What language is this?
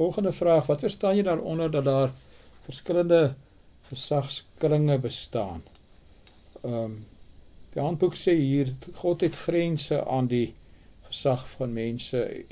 Afrikaans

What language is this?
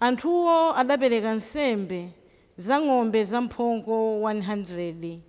Nyanja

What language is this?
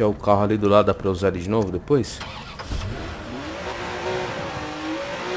Portuguese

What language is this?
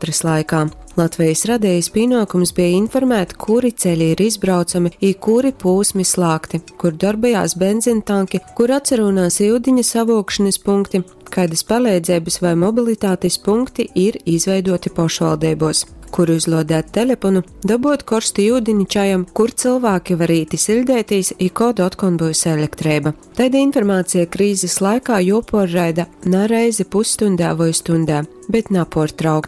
Latgalian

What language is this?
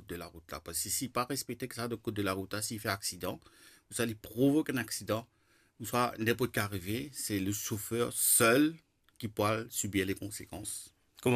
Morisyen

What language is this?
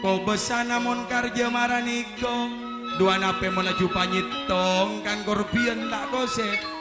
Madurese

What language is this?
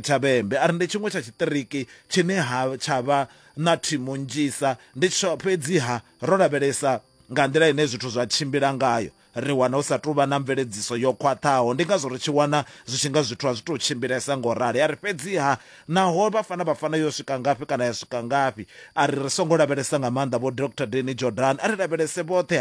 Venda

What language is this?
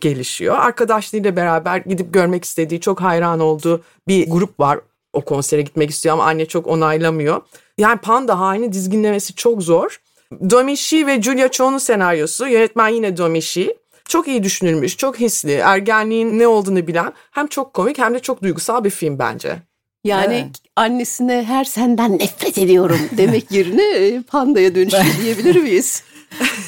Turkish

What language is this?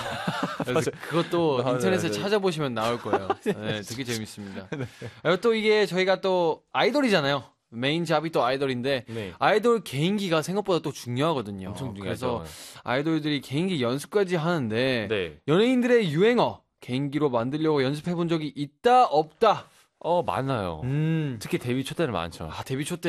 Korean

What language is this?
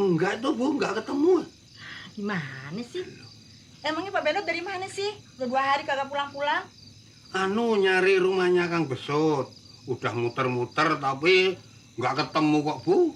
Betawi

